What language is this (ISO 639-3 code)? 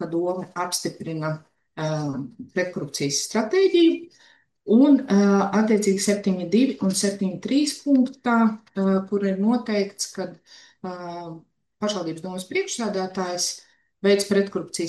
lav